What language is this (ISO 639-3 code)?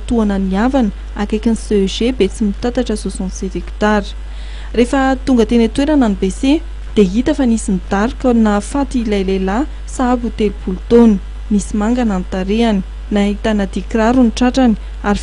mlg